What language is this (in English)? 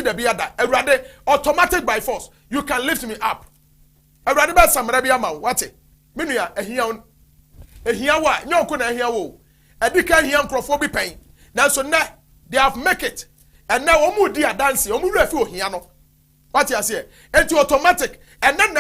Akan